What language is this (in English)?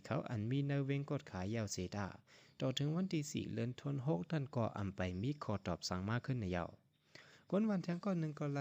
Shan